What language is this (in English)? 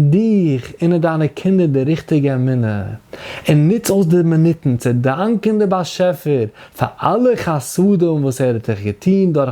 Yiddish